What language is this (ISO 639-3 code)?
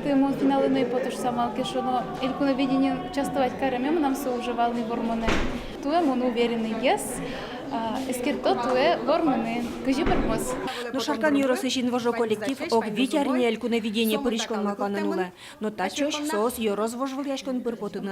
udm